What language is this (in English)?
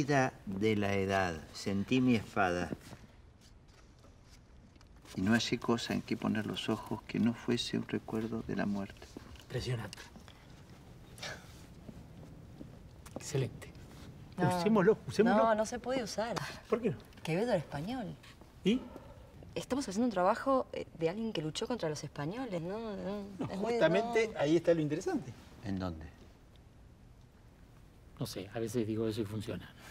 Spanish